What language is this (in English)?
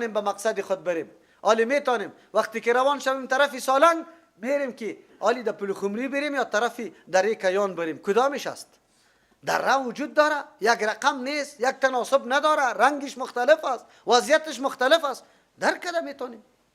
Persian